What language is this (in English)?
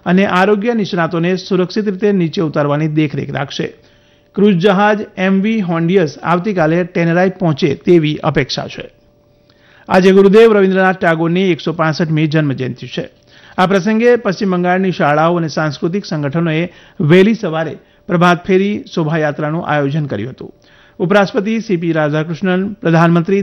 Gujarati